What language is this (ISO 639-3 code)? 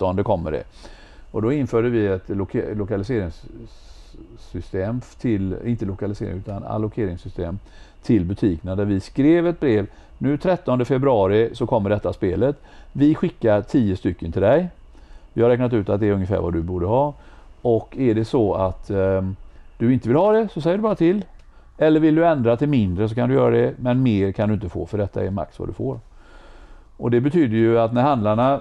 swe